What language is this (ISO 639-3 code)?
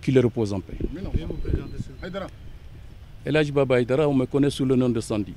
bam